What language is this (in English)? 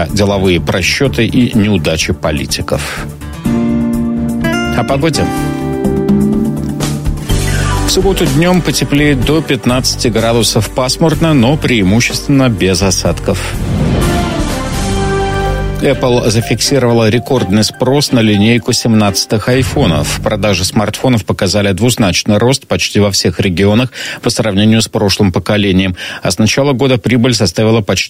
Russian